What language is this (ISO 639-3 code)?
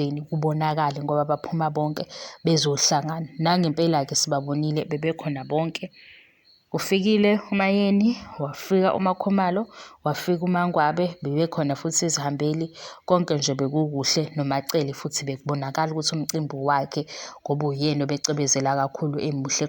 zul